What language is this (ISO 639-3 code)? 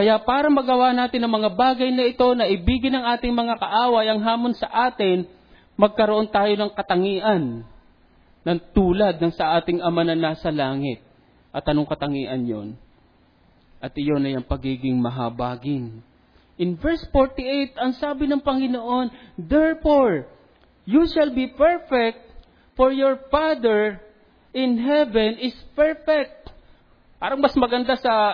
fil